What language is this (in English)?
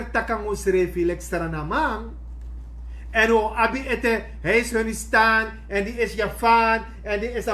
Sranan Tongo